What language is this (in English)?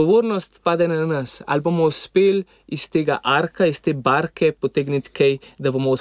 Slovenian